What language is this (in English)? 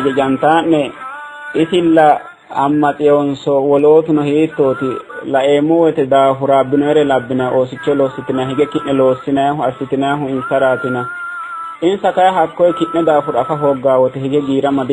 Sidamo